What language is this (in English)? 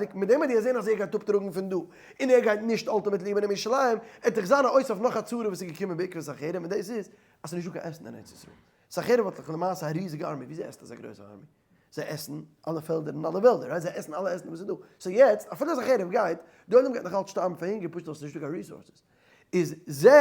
Yiddish